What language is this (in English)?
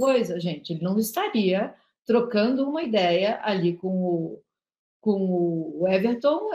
Portuguese